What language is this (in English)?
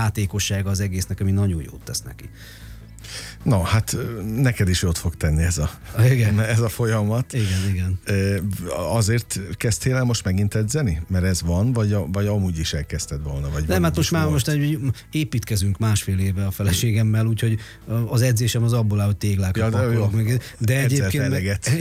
Hungarian